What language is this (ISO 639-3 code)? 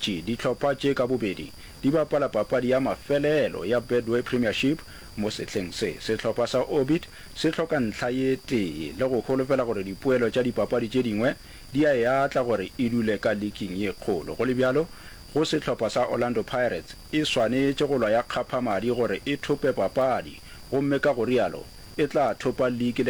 nso